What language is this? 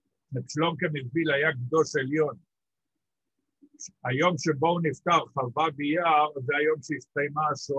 Hebrew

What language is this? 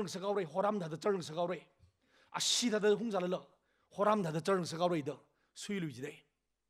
Tangkhul Naga (India)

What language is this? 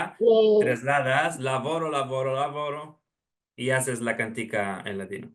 Ladino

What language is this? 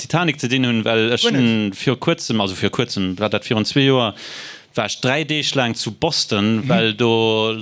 Luxembourgish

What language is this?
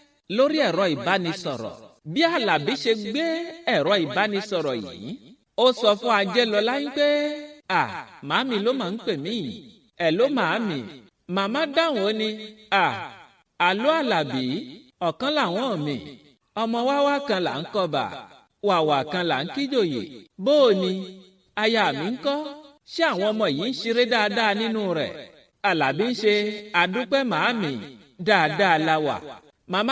Yoruba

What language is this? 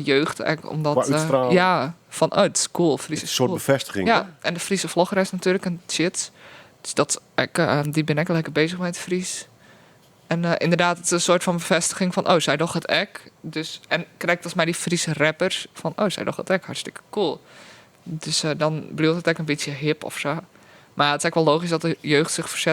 Western Frisian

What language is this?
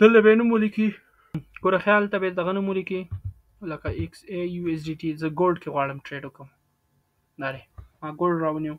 Pashto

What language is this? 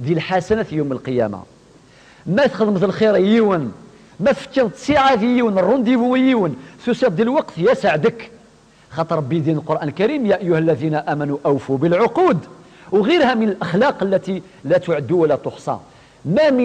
Kabyle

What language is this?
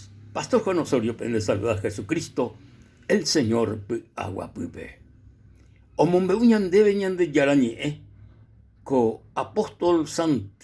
Guarani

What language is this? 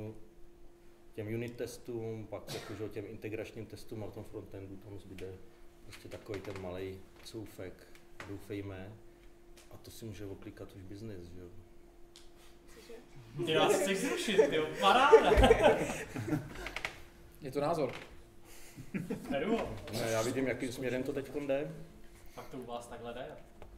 Czech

